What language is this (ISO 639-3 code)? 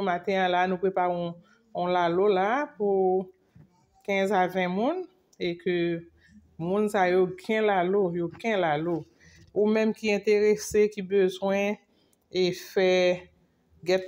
hat